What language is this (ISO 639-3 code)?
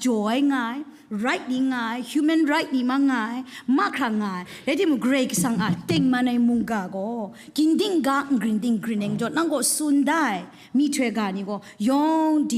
kac